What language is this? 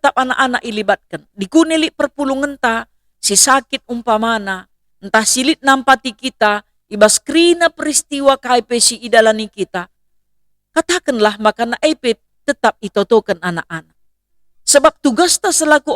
Batak Karo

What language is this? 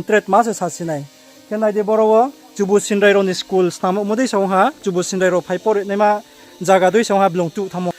Riang (India)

